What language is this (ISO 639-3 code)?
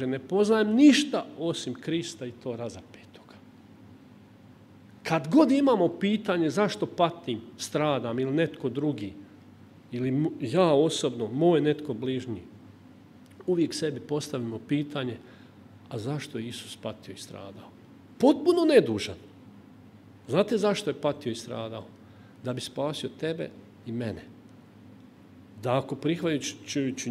hrv